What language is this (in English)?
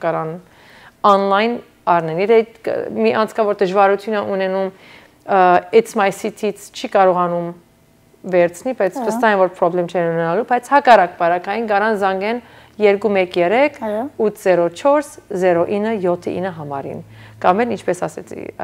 Armenian